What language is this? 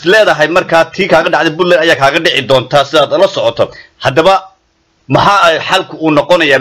Somali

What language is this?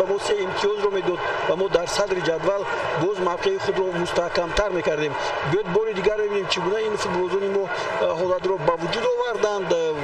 Tajik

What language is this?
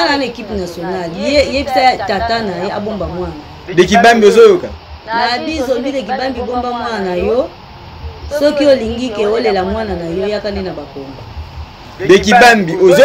Lingala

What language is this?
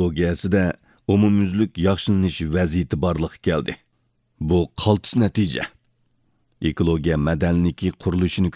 Uyghur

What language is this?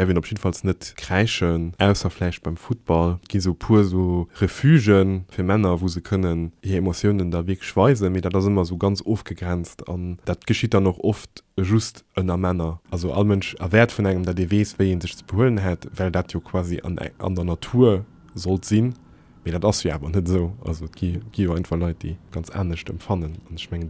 Luxembourgish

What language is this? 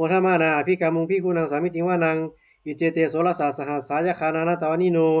Pali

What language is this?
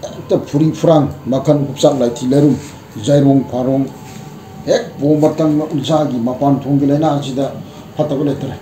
Manipuri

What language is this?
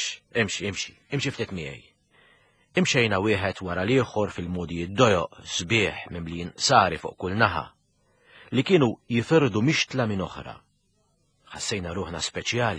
Maltese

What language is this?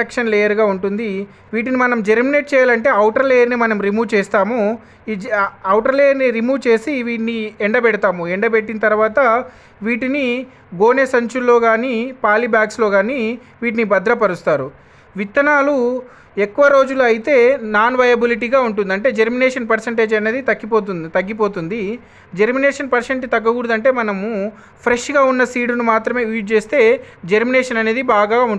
Telugu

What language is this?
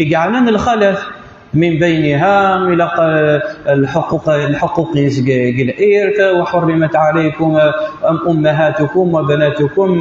Kabyle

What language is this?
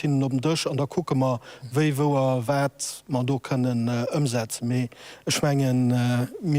Luxembourgish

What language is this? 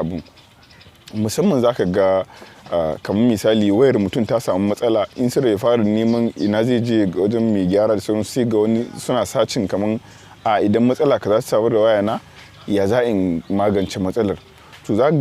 Hausa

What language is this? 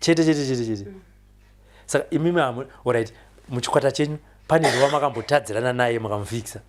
Shona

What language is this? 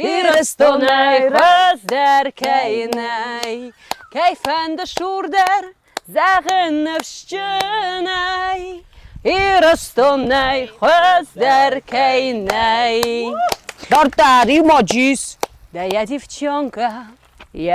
Ossetic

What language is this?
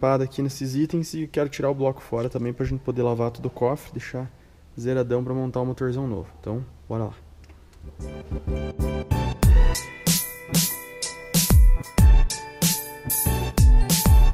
Portuguese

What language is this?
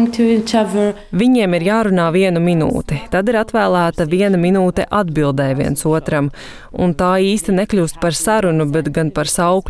Latvian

